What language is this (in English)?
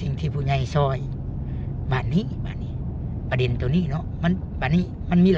Lao